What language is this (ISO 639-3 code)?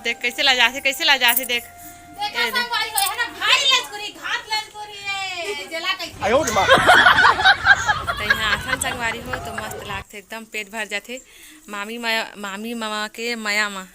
hne